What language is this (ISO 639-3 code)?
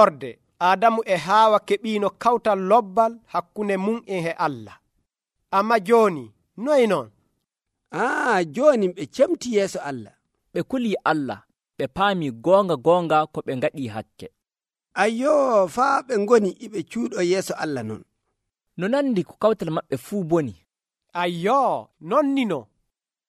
fuv